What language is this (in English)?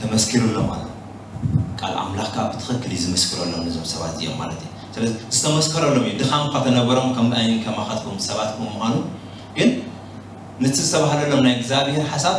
Tigrinya